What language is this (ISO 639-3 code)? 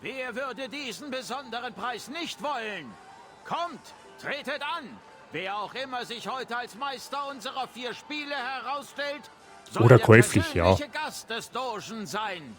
bar